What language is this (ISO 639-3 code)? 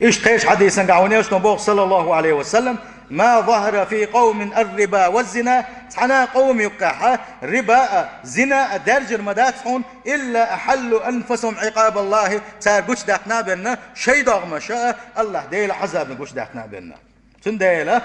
che